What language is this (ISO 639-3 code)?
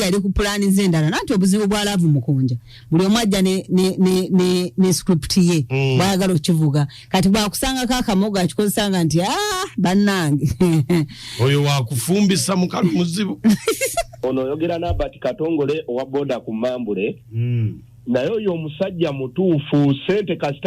lug